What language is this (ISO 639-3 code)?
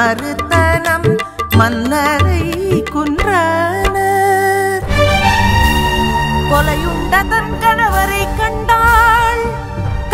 tam